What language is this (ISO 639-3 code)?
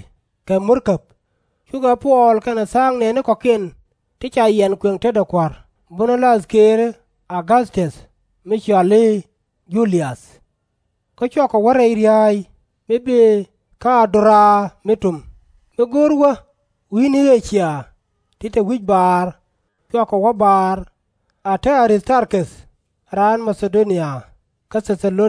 nus